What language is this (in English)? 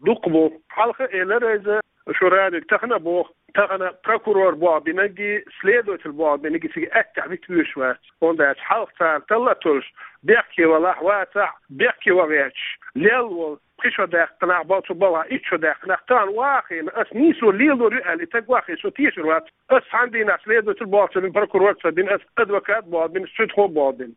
Chechen